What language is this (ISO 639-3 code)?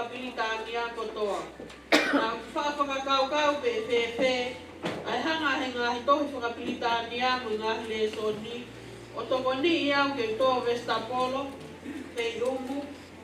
ton